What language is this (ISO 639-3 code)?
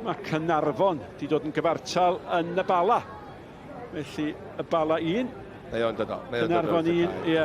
cym